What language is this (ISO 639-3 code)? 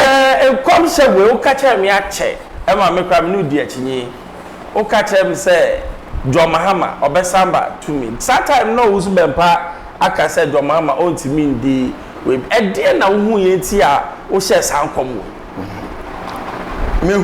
aka